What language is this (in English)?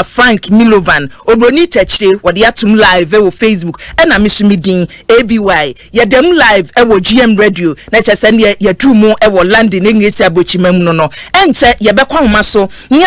Akan